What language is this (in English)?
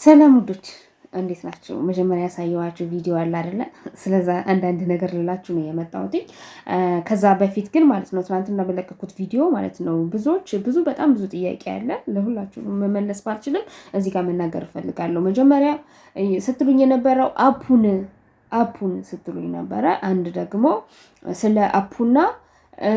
Amharic